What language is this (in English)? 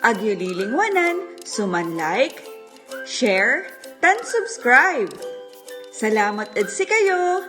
Pangasinan